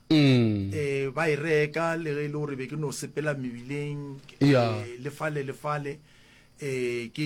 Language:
Northern Sotho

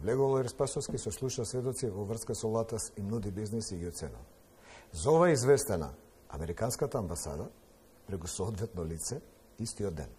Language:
Macedonian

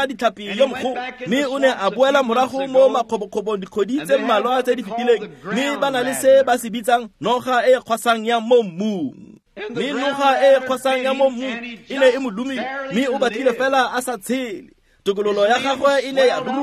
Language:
Tswana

